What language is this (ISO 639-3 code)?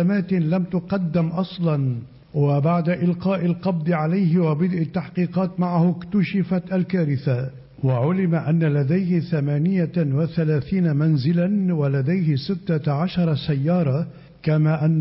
ara